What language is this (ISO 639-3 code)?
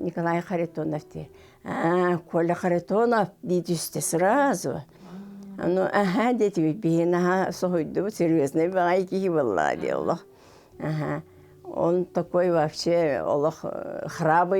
sah